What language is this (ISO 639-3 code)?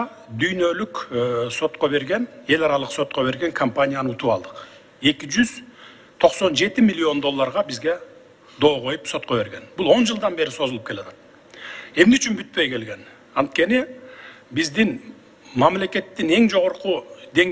kir